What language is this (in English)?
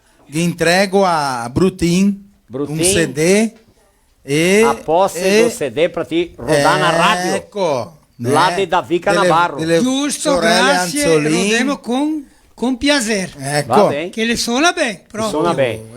Venetian